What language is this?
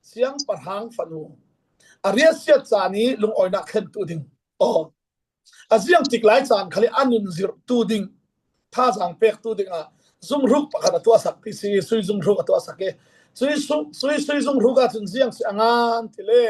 Falam Chin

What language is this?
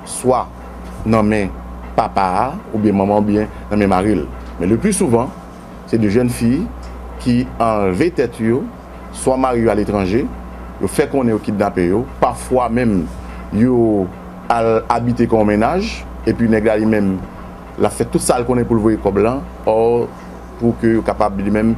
Haitian Creole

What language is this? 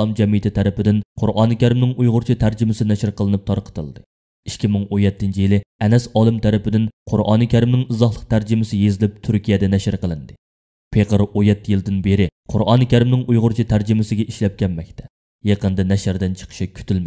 Uyghur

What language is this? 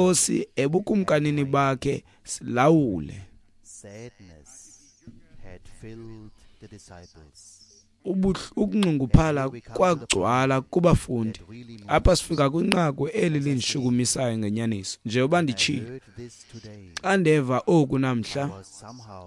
Xhosa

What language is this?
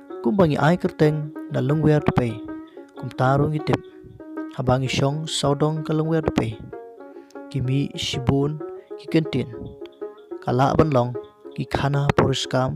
Khasi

